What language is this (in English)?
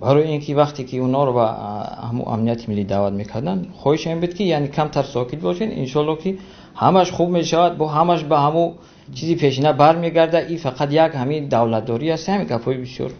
Tajik